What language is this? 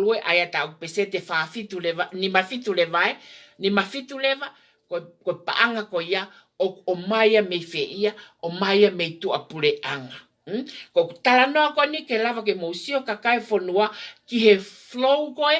Tongan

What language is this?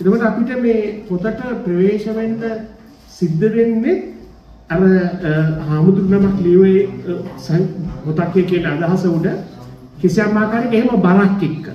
Sinhala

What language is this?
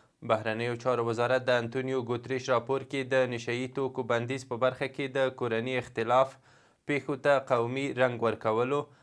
Pashto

